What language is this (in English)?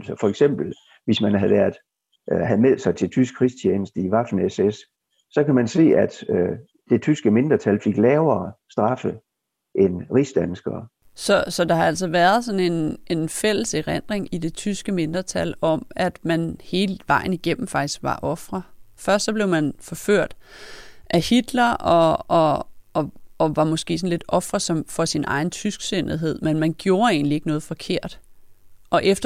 Danish